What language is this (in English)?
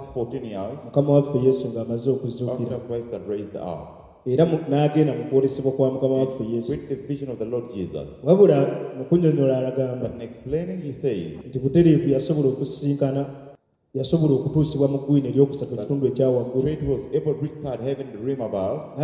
Ganda